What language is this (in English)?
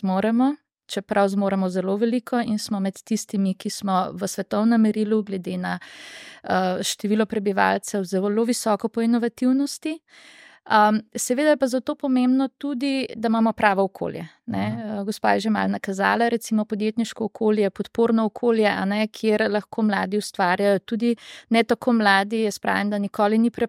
Slovenian